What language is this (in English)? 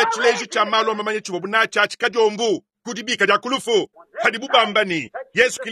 Luba-Lulua